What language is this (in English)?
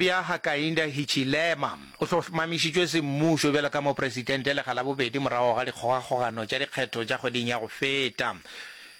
Northern Sotho